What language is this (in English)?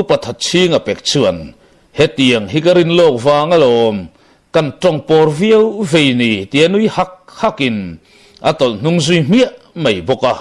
Mizo